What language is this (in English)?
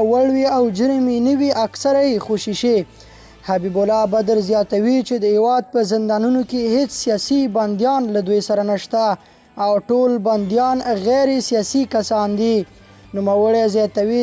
Pashto